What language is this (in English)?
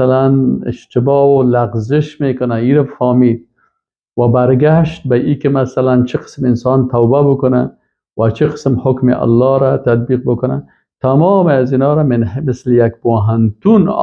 Persian